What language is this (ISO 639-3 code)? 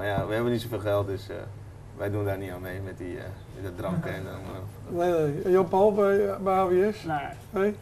nld